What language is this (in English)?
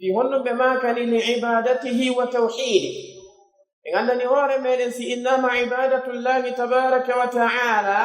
Pular